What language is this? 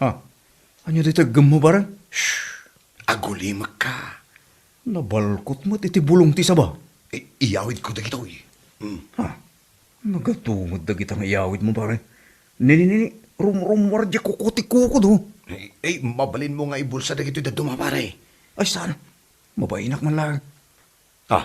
Iloko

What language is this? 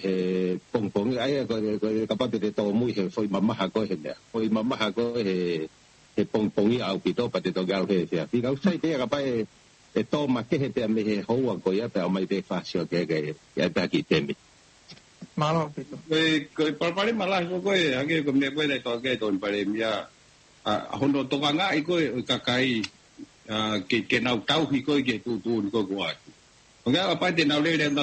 Tongan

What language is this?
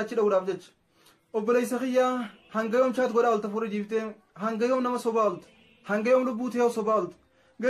Oromo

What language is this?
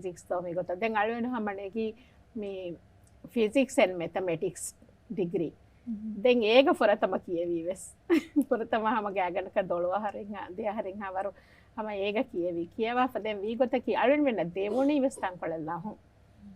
Divehi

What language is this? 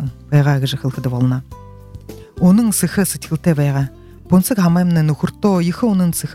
Buriat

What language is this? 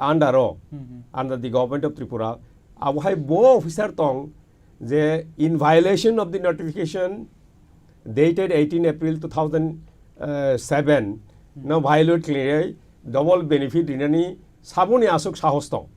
Kok Borok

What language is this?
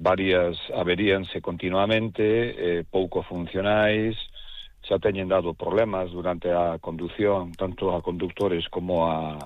Galician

